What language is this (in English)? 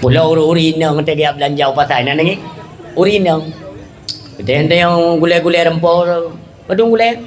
Achinese